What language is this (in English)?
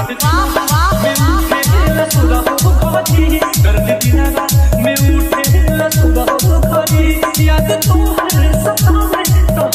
Bhojpuri